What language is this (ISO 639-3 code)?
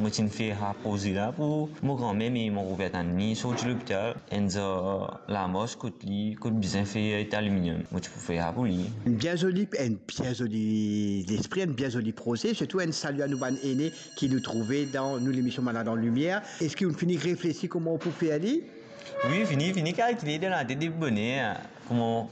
mfe